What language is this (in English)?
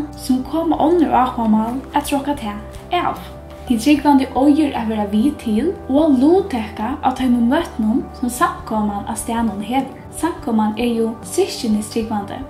Faroese